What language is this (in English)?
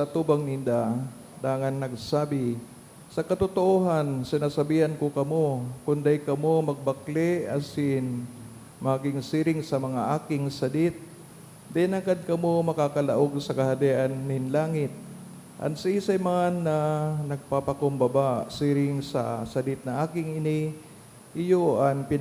Bikol